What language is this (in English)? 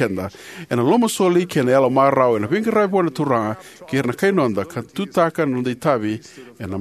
Fijian